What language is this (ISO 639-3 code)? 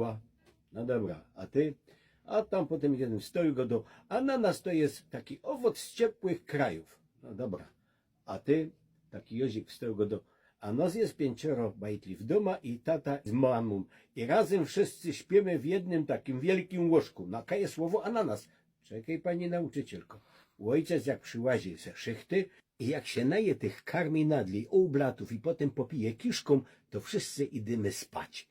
szl